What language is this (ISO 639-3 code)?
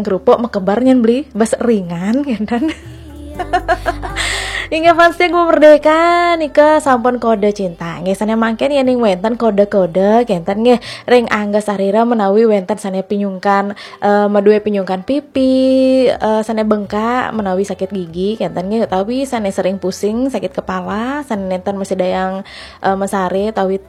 ban